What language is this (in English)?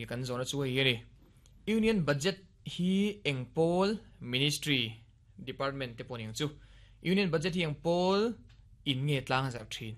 Mizo